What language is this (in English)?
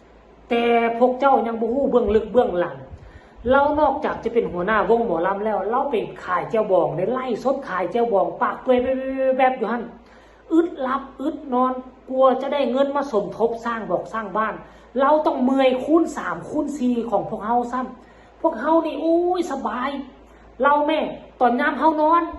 Northeastern Thai